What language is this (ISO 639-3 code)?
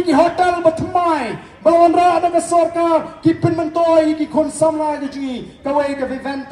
kha